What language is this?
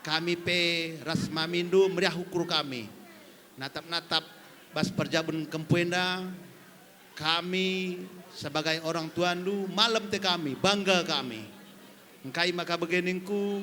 Batak Karo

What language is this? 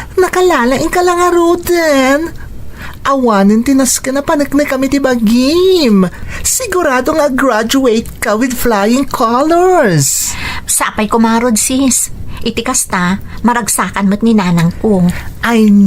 Iloko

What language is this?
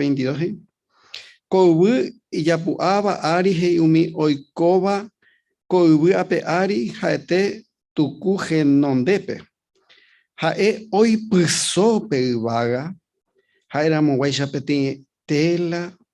Guarani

